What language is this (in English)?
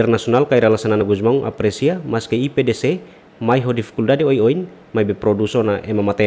Tetum